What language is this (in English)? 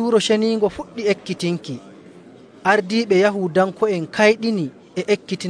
Nigerian Fulfulde